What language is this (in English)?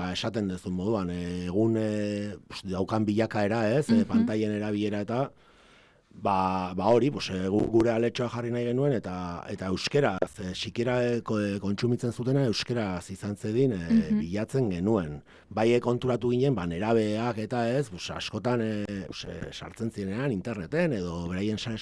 Basque